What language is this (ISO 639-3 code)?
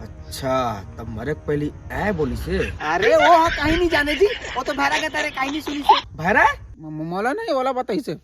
hne